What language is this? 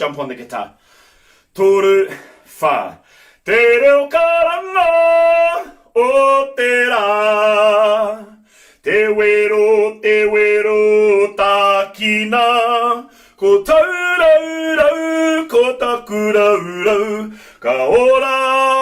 Māori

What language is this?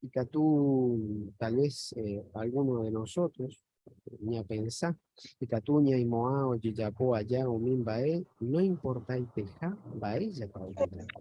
Guarani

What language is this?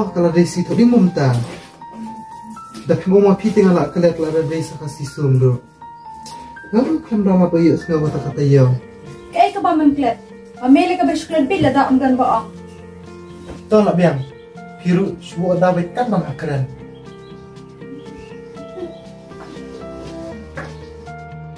Khasi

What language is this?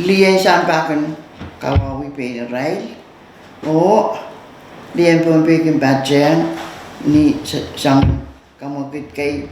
Pohnpeian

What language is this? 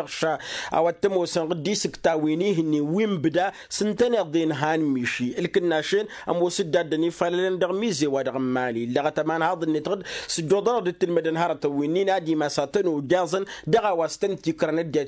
Tamasheq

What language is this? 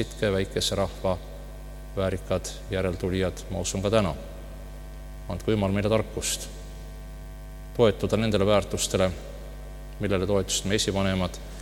Estonian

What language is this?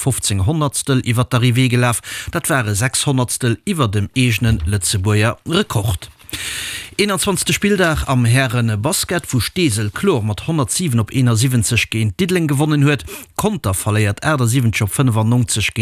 Luxembourgish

